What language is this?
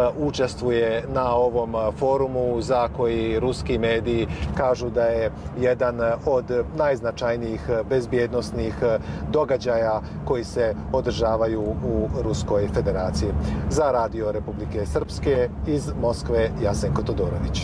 Croatian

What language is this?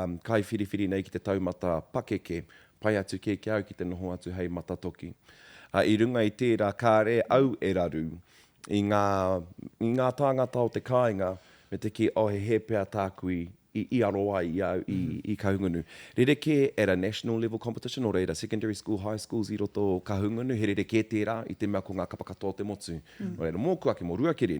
Māori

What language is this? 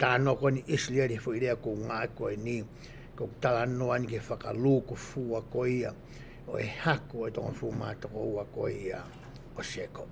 Tongan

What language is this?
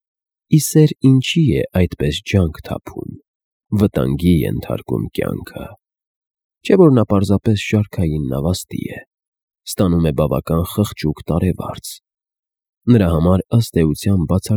Armenian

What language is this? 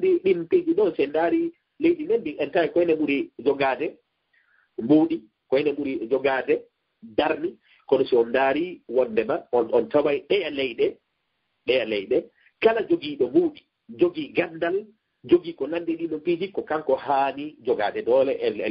Fula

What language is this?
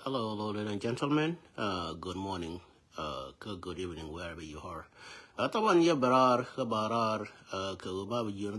Nuer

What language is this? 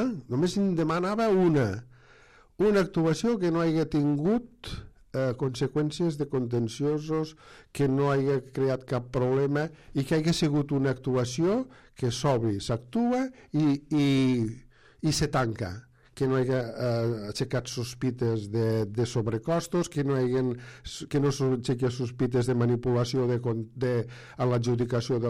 Catalan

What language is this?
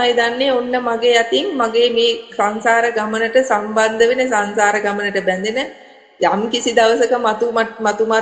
Sinhala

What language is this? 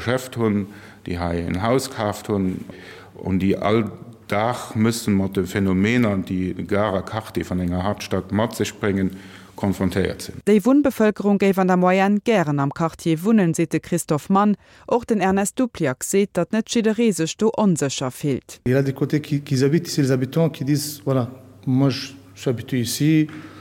Luxembourgish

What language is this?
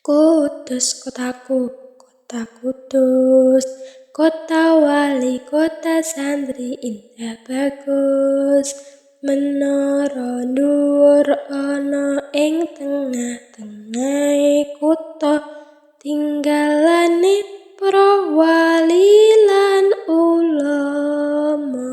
Javanese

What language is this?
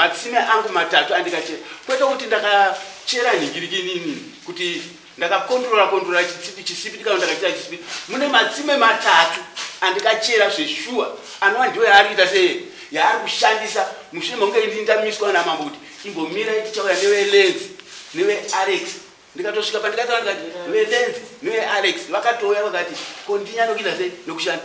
Shona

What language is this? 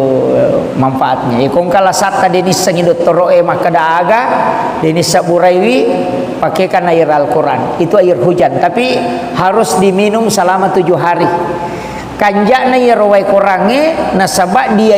Buginese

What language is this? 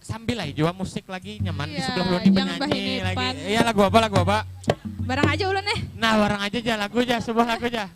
Banjar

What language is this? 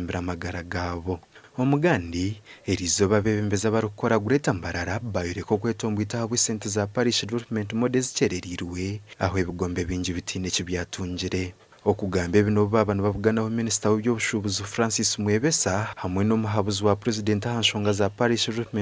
Nyankole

